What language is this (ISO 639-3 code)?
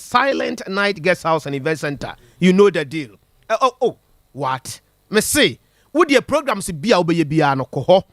aka